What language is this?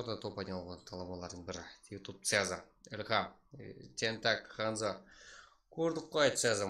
Kara-Kalpak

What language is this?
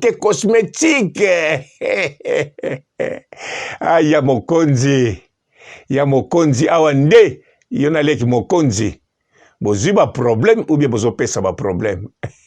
Lingala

